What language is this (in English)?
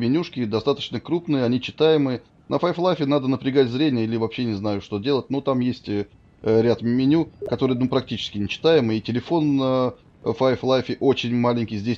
Russian